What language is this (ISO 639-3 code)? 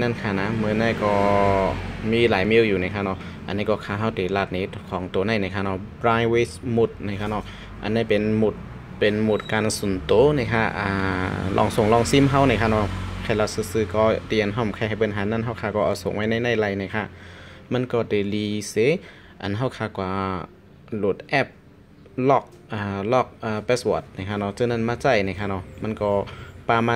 shn